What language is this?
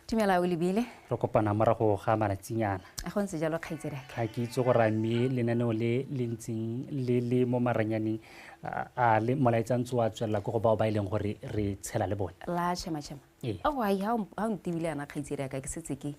Tswana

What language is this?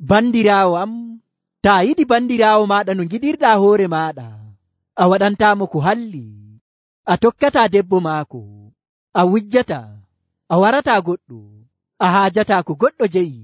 Nigerian Fulfulde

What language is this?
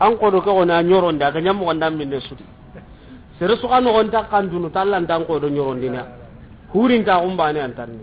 Soninke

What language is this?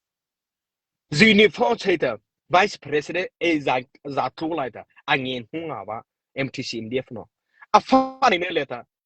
Mara Chin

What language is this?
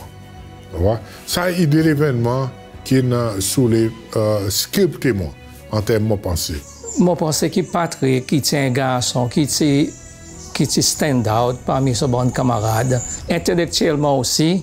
Seselwa Creole French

